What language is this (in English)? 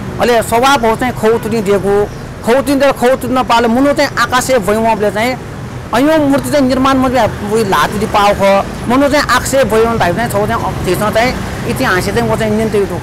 Newari